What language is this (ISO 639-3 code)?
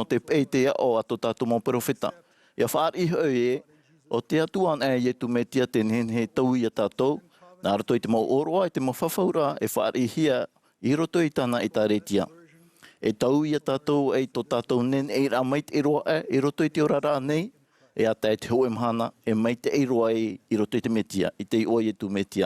tah